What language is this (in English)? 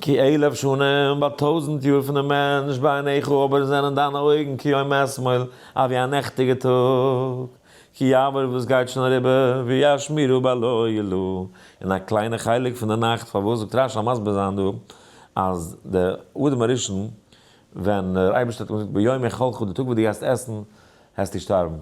Yiddish